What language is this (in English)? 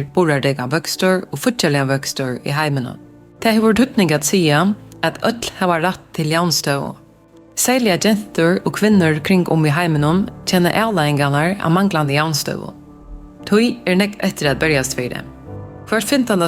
Faroese